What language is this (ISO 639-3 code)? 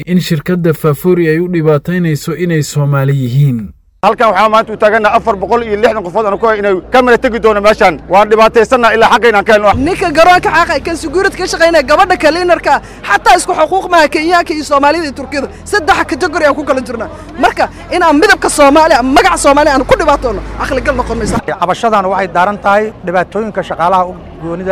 som